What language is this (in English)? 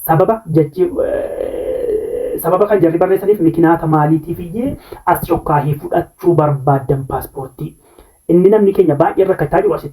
Oromo